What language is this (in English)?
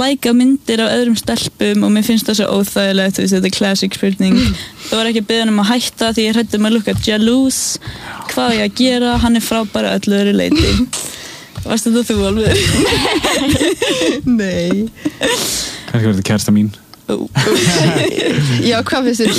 Icelandic